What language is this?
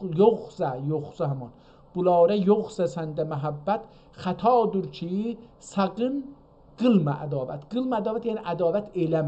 South Azerbaijani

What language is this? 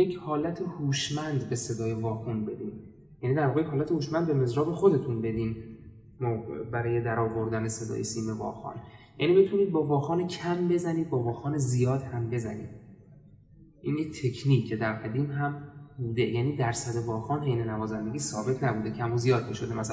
Persian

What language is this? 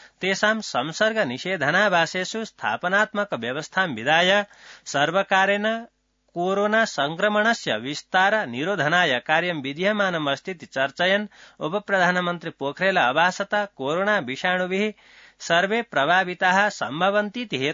Sanskrit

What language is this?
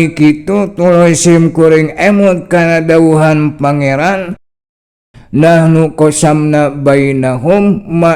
Sundanese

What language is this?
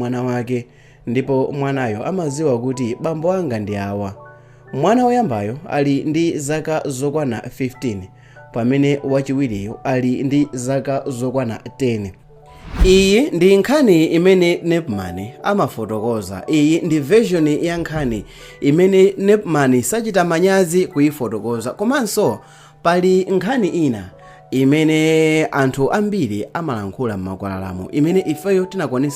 Nyanja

